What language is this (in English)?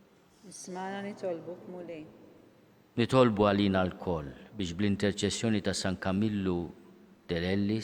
Maltese